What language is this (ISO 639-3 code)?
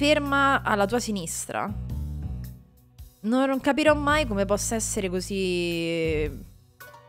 ita